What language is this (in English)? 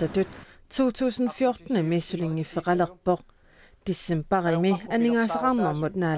Kalaallisut